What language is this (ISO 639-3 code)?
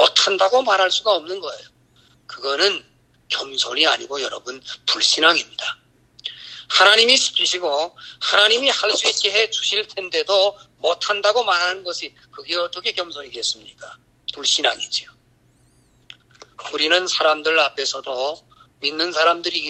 kor